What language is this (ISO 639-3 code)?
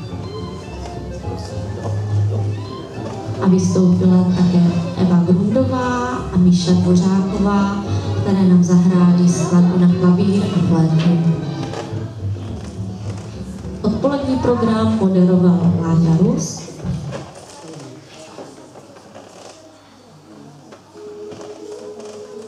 ces